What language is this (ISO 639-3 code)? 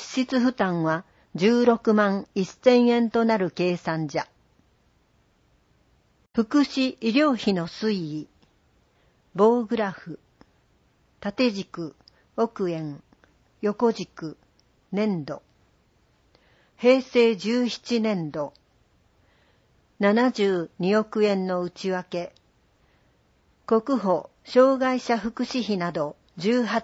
jpn